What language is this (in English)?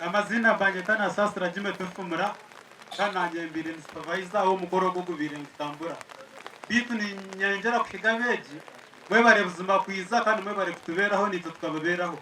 Nyankole